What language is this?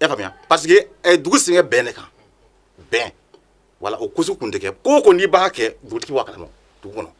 Bambara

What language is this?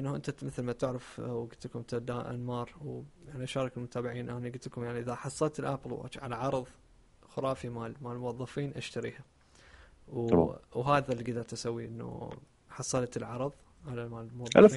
Mesopotamian Arabic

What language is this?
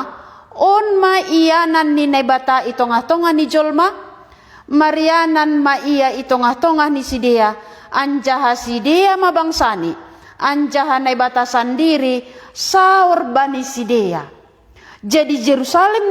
Batak Simalungun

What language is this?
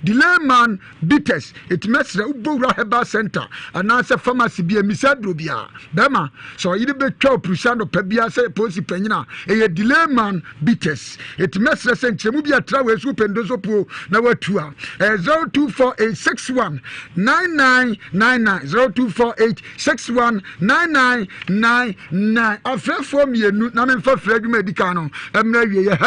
Akan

